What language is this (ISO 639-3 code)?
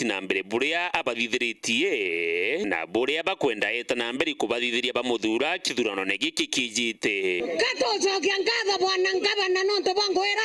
mer